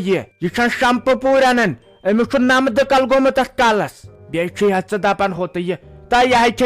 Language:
Kashmiri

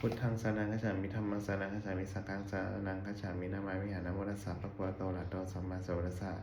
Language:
Pali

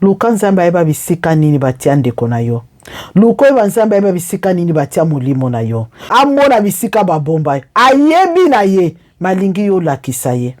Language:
Lingala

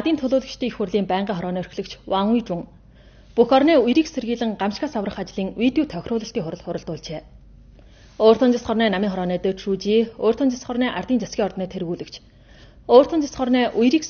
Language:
Mongolian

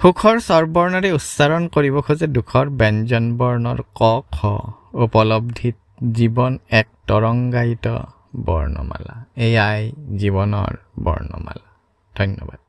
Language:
Assamese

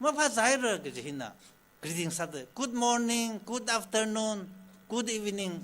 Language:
Tangkhul Naga (India)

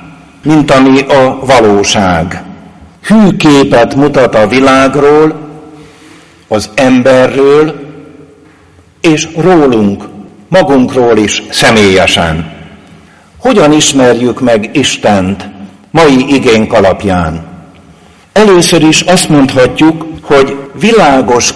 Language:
Hungarian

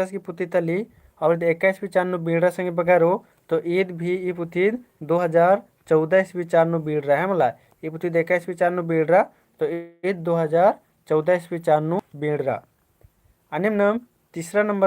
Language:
Kurukh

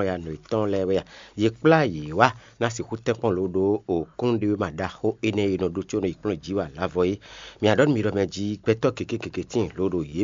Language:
Fon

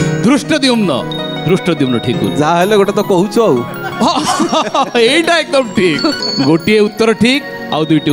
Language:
Odia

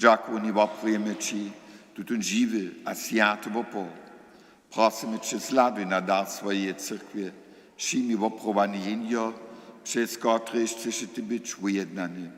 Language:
Upper Sorbian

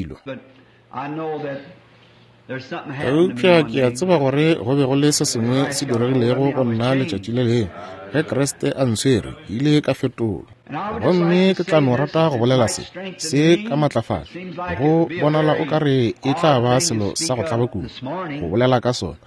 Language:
Northern Sotho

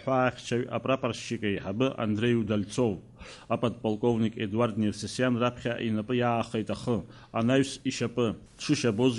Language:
Abkhazian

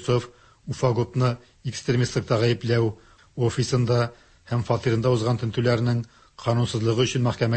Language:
Tatar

